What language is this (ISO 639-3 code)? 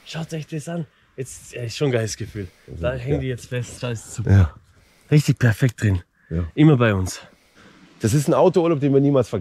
deu